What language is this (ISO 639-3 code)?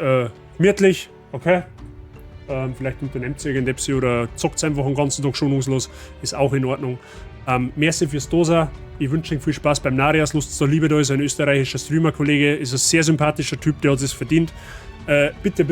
bar